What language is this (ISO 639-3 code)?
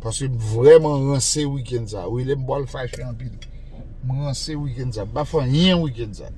hat